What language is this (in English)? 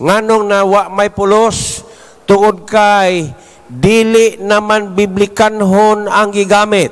Cebuano